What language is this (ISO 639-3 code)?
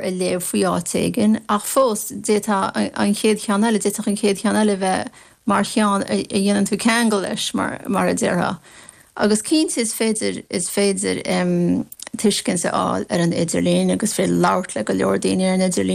gle